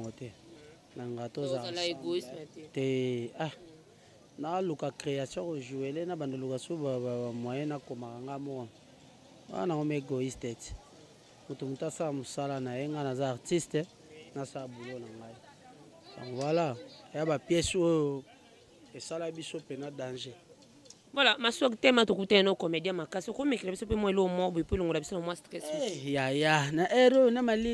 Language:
Lingala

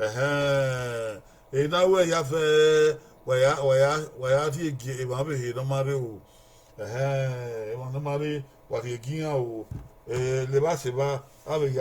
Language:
Bini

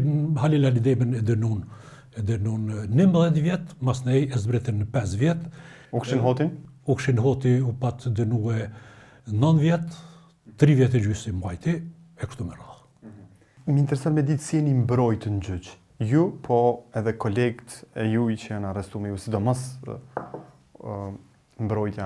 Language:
Albanian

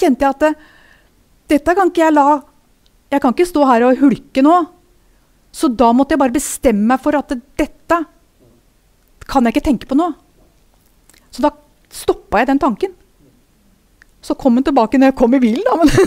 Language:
Norwegian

